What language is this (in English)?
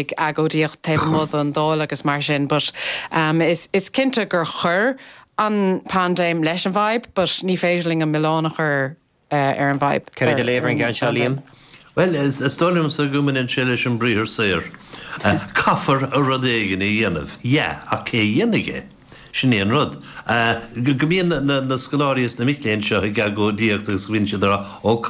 Irish